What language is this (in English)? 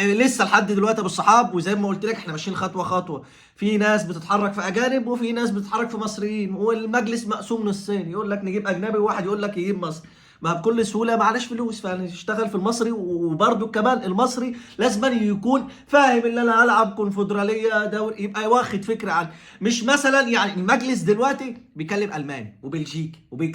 Egyptian Arabic